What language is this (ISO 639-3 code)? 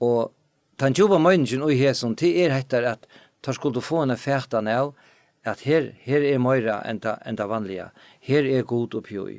fao